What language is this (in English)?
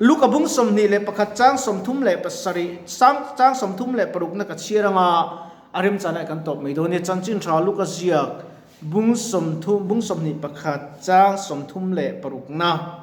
Mizo